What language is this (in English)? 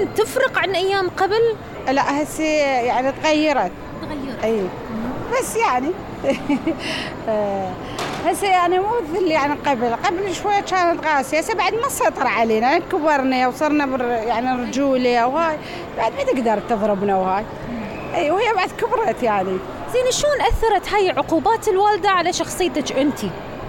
Mesopotamian Arabic